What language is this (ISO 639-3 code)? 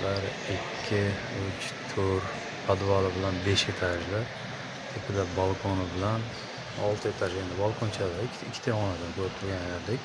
uzb